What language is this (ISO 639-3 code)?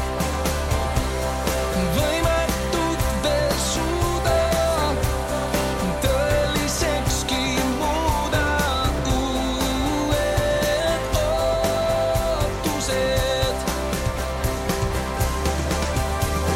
est